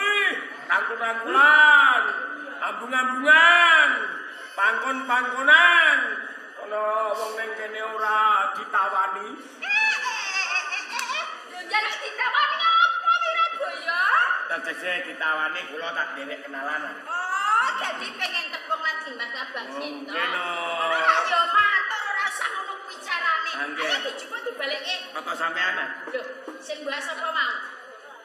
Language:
Javanese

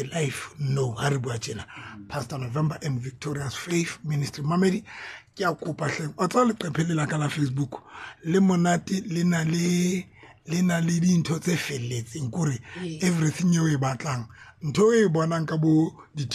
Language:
Tswana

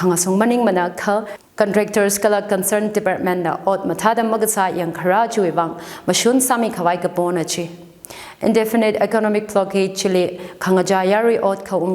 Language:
Tangkhul Naga (India)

